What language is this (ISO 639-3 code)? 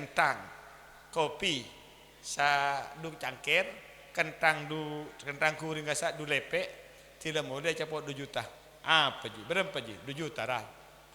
mad